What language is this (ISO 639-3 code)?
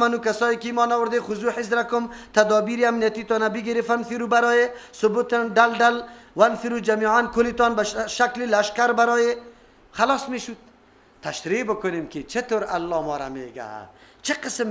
fas